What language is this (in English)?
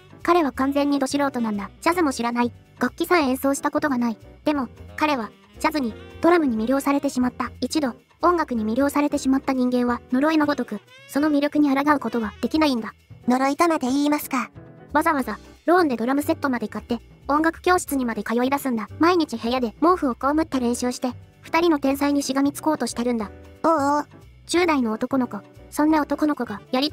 Japanese